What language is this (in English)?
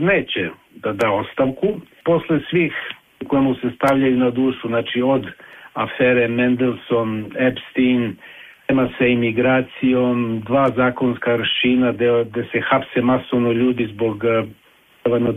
Serbian